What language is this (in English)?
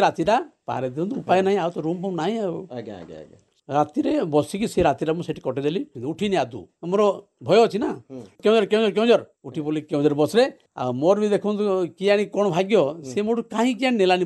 Odia